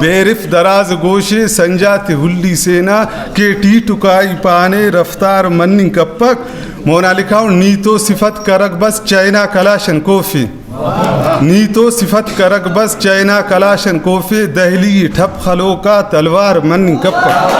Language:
Brahui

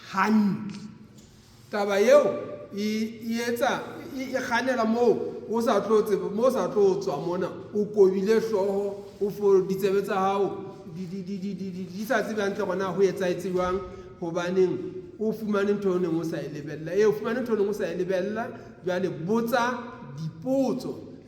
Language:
Southern Sotho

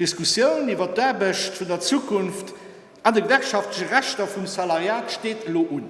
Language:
Luxembourgish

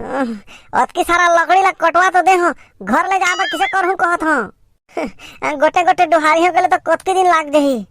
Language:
Chhattisgarhi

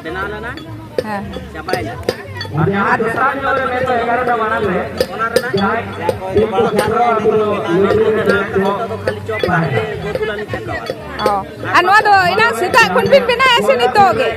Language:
Santali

